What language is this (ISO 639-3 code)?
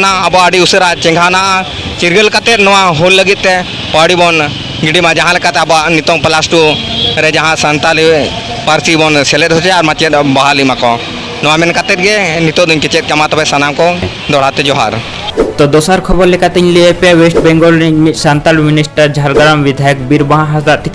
sat